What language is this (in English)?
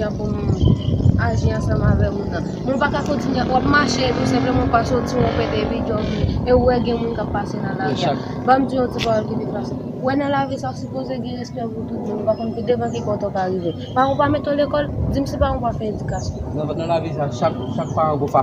Haitian Creole